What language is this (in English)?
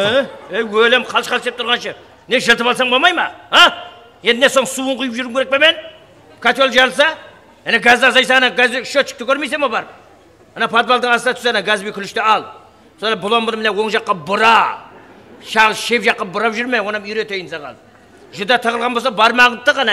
Kara-Kalpak